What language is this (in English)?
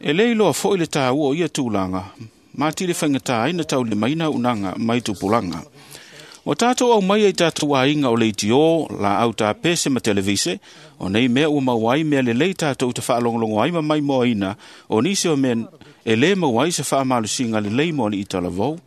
Samoan